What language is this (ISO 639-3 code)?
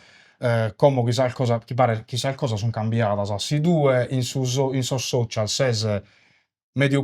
srd